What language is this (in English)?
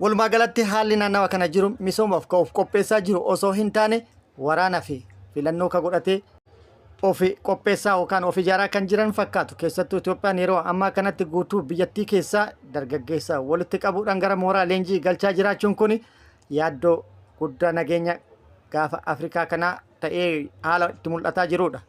Oromo